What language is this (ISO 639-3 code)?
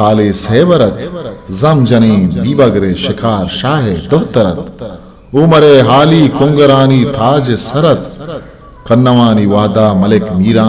bgp